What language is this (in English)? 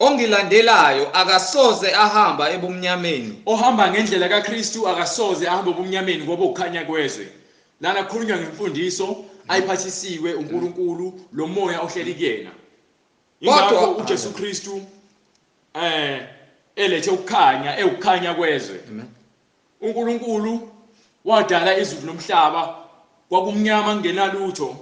Zulu